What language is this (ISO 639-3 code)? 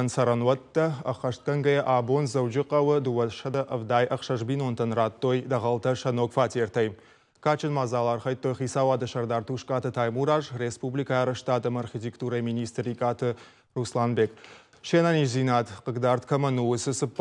oss